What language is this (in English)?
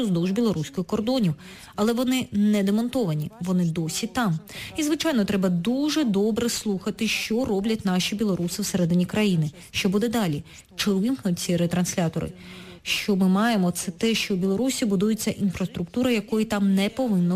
Ukrainian